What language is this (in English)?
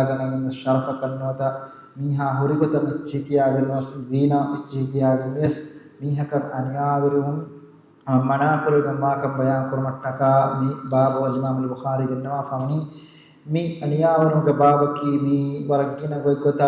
Divehi